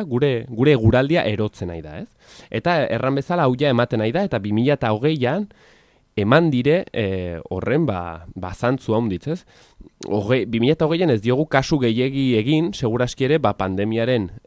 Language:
Basque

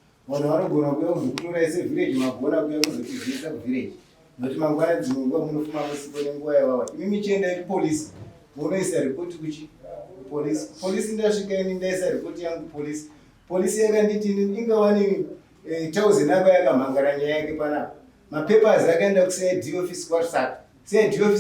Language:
Shona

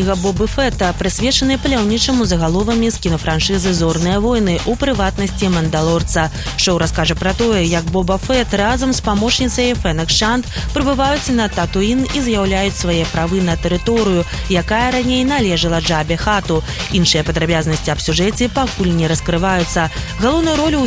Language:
Belarusian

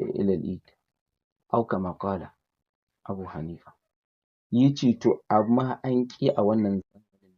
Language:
Hausa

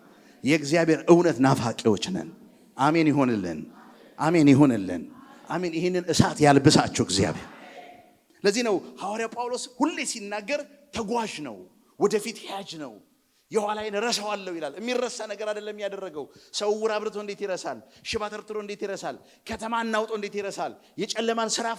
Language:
Amharic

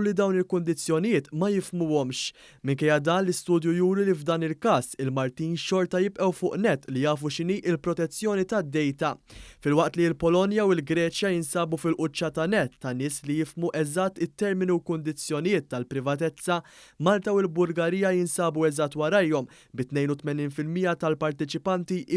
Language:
Maltese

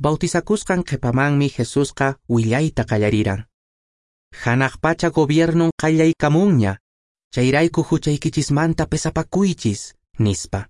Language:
Quechua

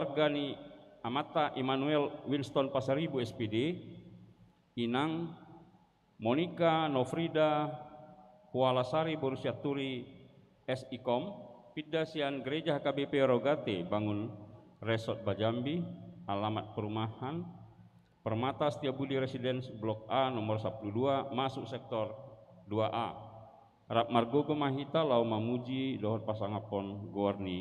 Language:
Batak Toba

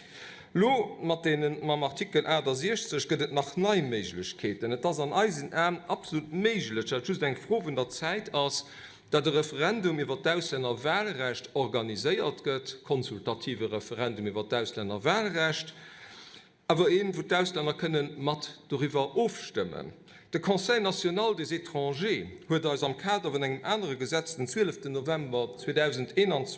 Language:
Luxembourgish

